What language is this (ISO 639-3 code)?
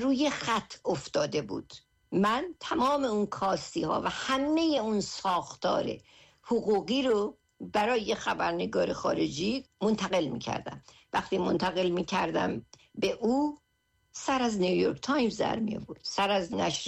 fas